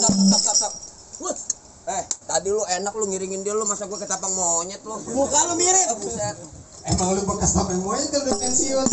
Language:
Betawi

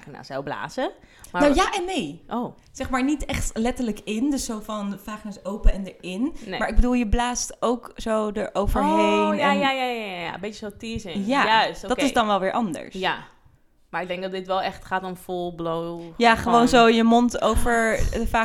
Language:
Dutch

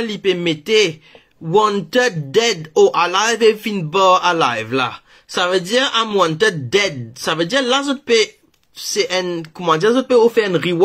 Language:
Morisyen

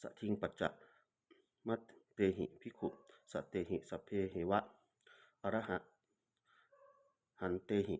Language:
Pali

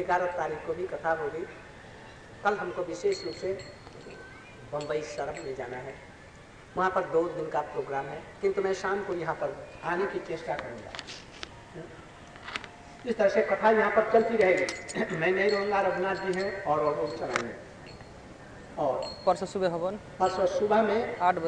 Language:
Hindi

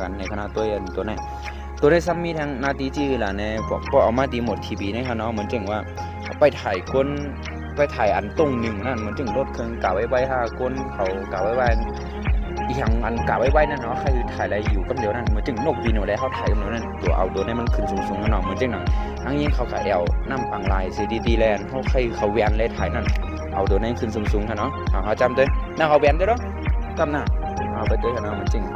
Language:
Shan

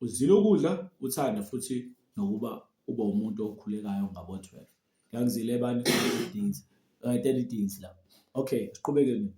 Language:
Zulu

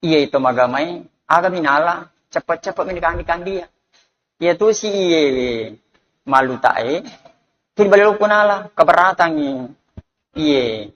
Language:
Buginese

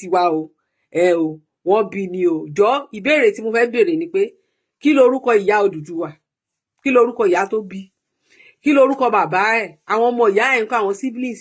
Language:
Yoruba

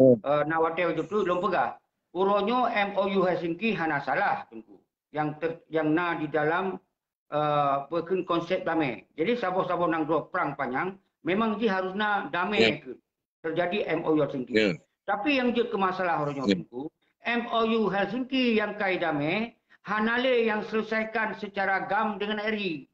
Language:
Achinese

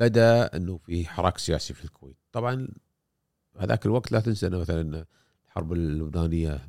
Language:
Gulf Arabic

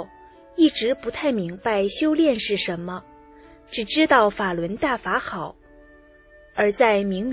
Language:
Chinese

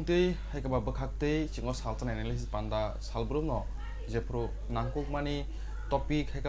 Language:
Kok Borok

